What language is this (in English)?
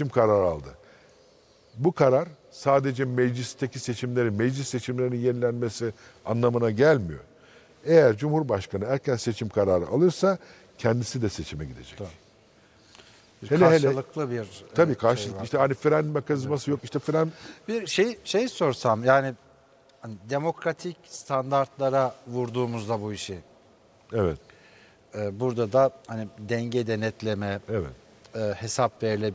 Turkish